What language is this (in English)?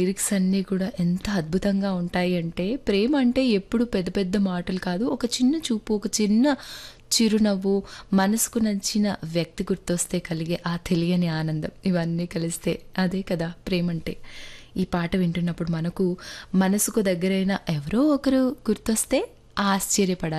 Telugu